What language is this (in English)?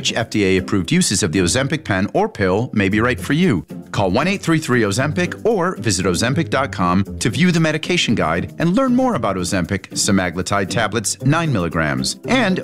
English